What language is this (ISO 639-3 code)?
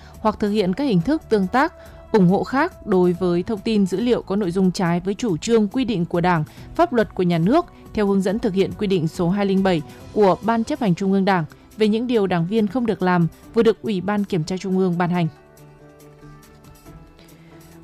vie